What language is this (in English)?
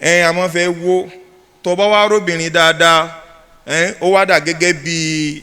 Yoruba